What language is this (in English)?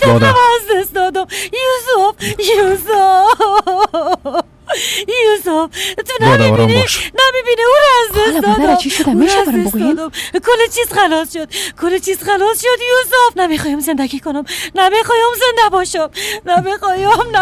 Persian